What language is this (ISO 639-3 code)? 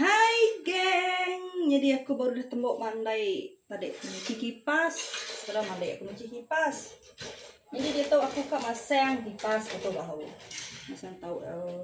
iba